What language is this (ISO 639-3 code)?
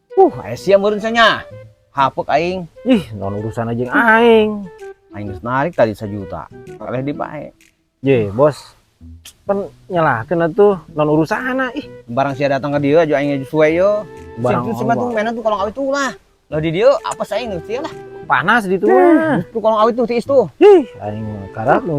sun